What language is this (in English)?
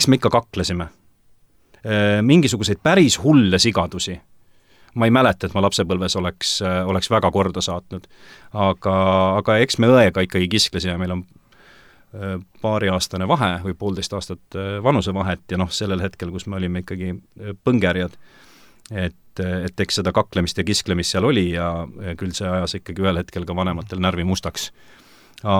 Estonian